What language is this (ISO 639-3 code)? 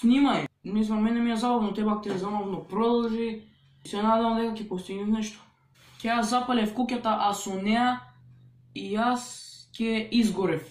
mkd